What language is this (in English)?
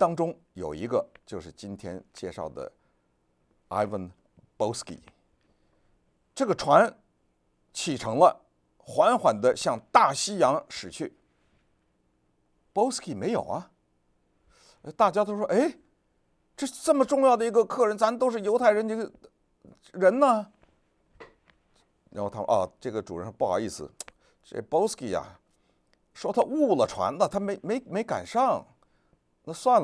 Chinese